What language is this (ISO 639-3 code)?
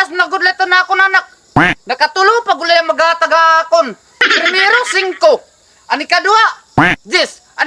war